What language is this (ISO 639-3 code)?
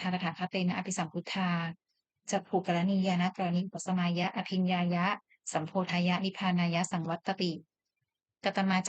pli